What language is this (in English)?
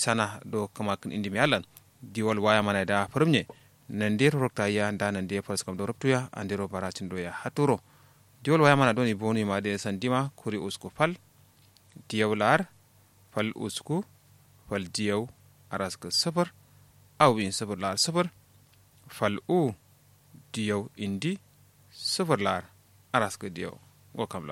Kanuri